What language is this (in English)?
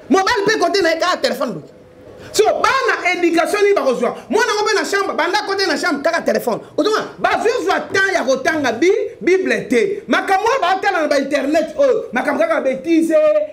Lingala